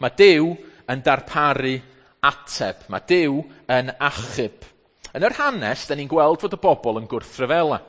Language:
Welsh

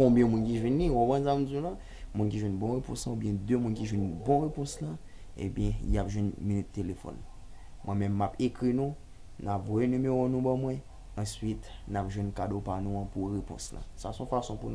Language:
Haitian Creole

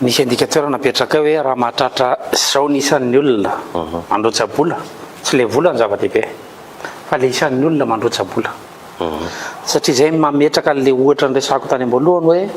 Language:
Malagasy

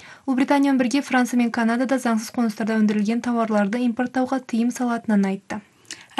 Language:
Kazakh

